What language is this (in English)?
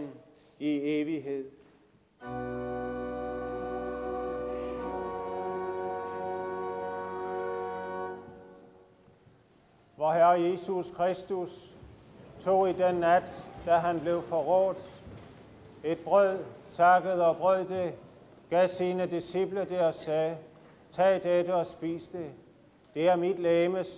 Danish